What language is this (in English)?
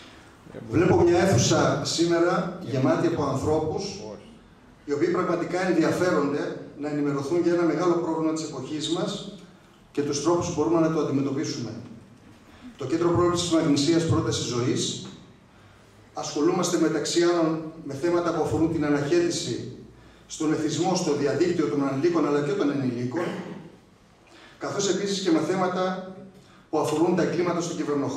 Greek